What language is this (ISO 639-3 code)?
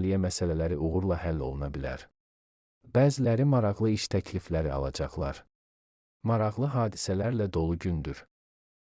aze